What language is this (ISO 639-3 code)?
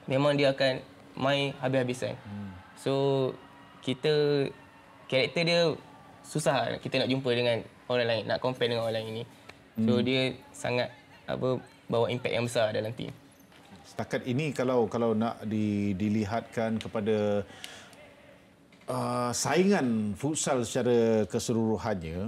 msa